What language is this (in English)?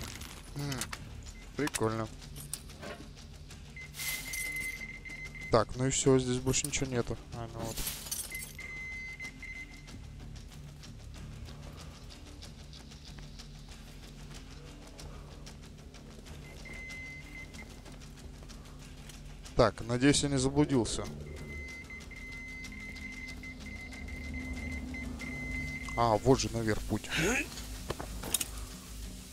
Russian